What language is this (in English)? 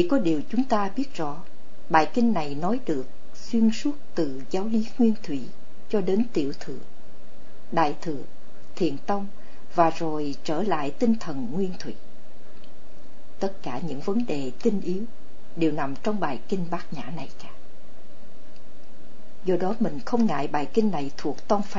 Vietnamese